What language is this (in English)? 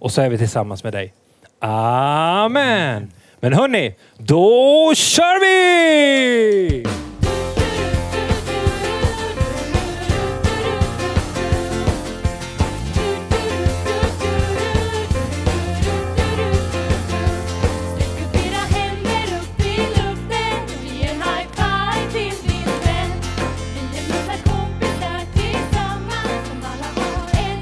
Swedish